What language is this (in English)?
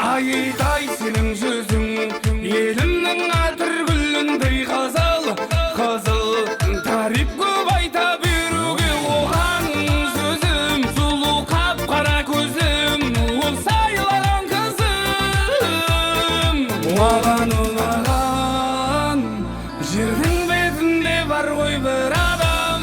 Kara-Kalpak